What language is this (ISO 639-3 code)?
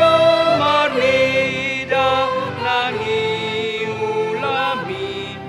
bbc